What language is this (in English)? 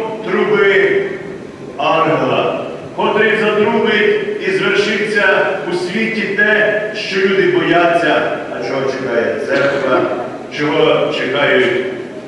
Ukrainian